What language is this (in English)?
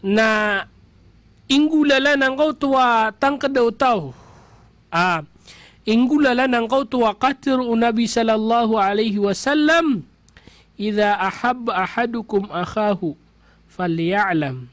Maranao